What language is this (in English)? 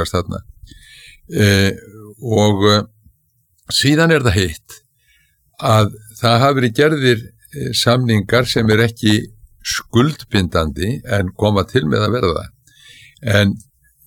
Icelandic